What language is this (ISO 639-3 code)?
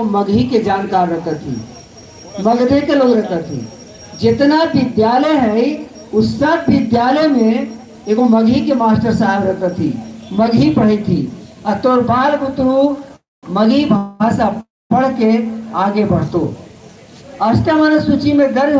mag